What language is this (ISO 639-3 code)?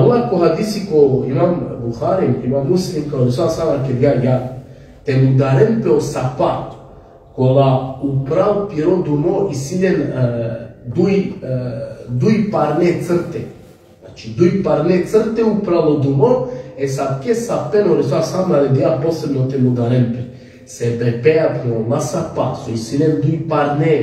rmn